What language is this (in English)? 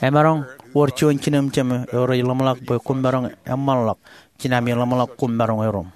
Marshallese